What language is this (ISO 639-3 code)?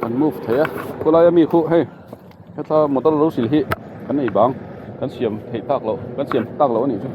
lus